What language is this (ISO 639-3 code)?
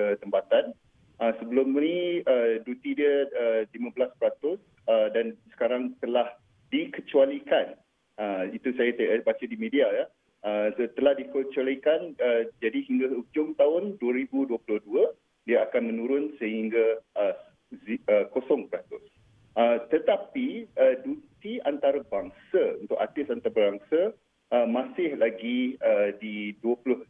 msa